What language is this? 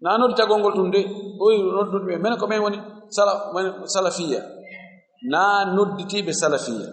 Fula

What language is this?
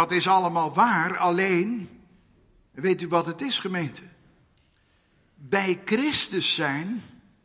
Dutch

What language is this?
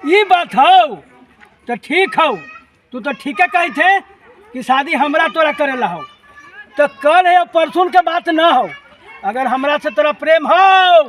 Magahi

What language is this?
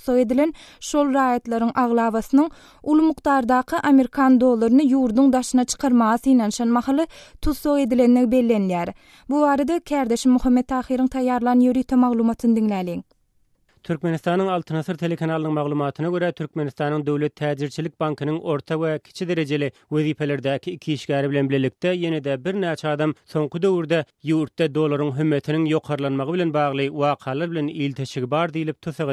Turkmen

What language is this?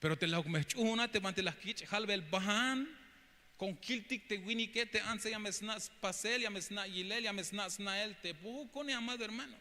Tzeltal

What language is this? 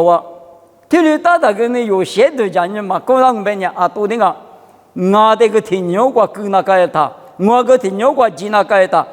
Lisu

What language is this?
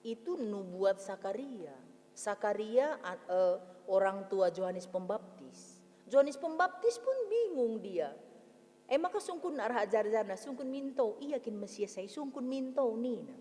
Batak Karo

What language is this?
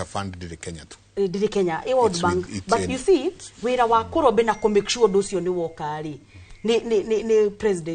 Kikuyu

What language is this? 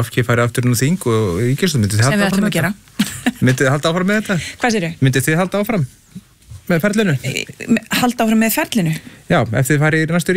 Icelandic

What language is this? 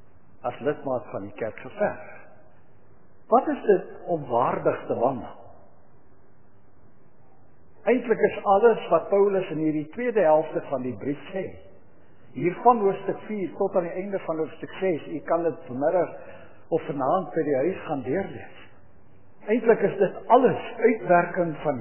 Afrikaans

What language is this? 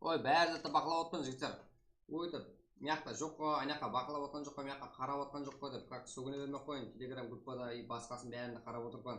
Kara-Kalpak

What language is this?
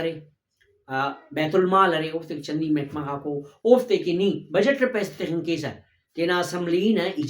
Brahui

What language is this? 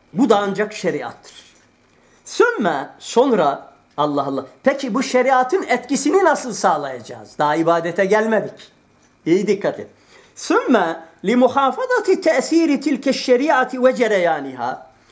Turkish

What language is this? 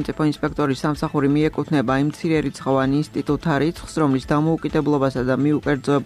Georgian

